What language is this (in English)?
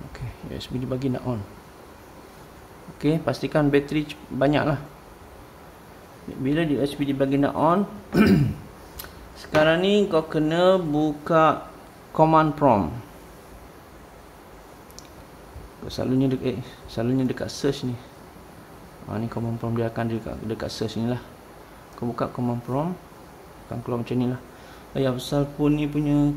Malay